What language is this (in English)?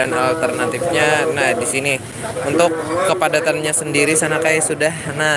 Banjar